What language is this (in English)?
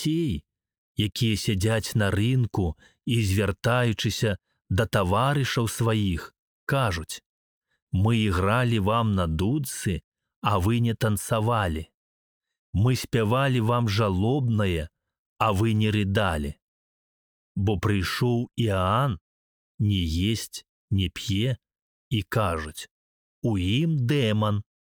Belarusian